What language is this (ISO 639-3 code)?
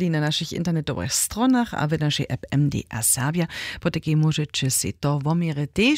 hsb